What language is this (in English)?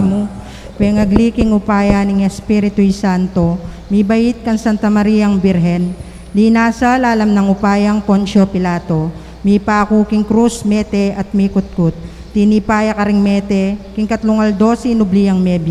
Pampanga